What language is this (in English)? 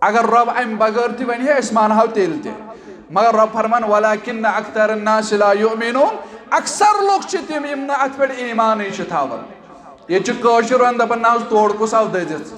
Kashmiri